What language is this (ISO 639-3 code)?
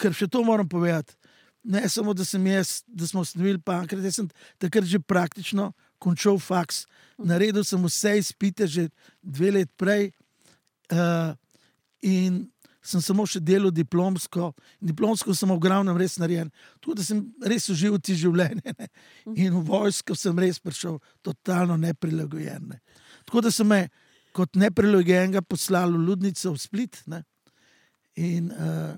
slv